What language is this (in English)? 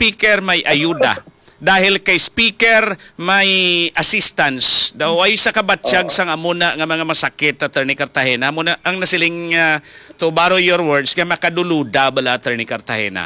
Hiligaynon